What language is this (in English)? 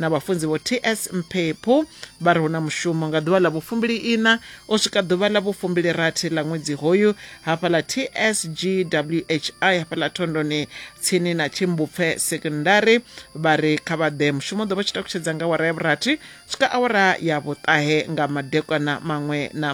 Venda